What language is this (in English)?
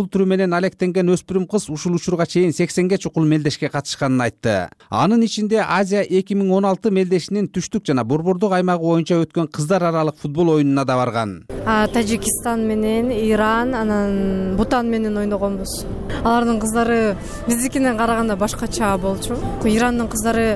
Kyrgyz